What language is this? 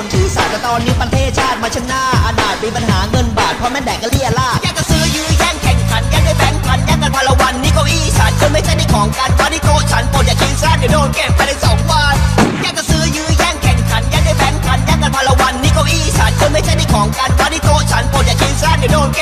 Thai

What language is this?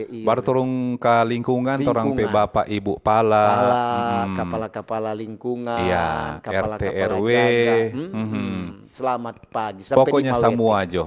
Manado Malay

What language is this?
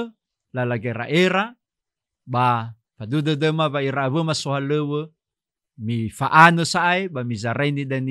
Nias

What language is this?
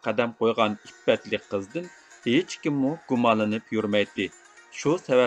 Uyghur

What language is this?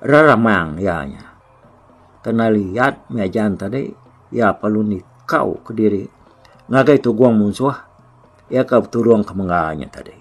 Iban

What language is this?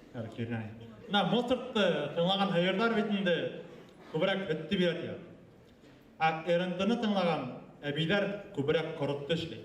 Bashkir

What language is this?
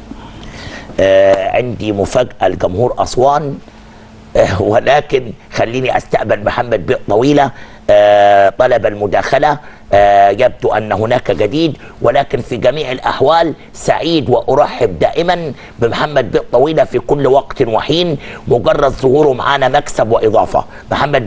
Egyptian Arabic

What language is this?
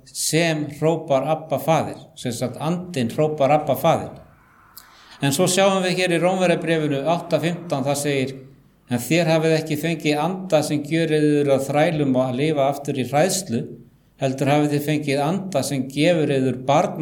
Icelandic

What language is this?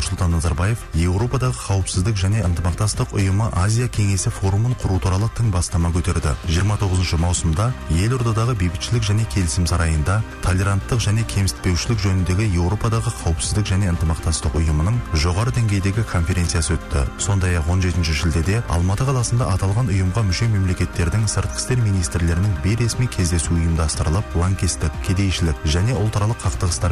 Kazakh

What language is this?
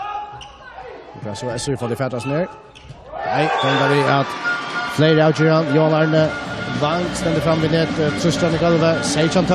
Faroese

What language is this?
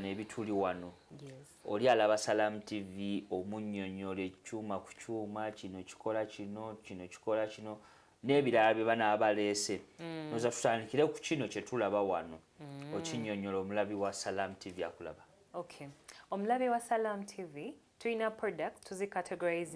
Ganda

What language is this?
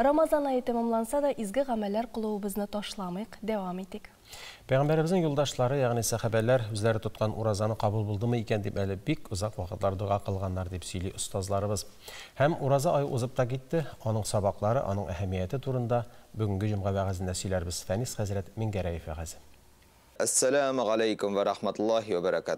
Tatar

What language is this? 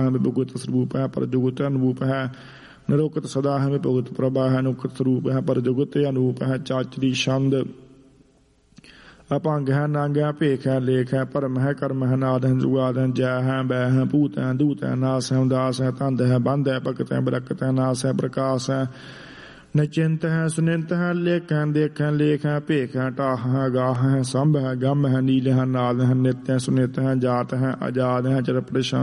Punjabi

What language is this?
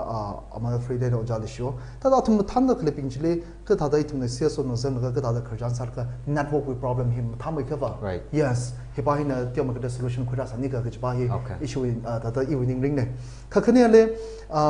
Tangkhul Naga (India)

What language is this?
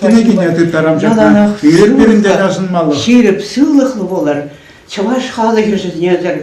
Chuvash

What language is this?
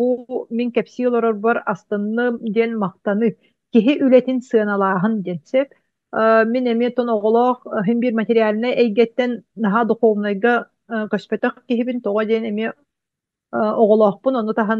Yakut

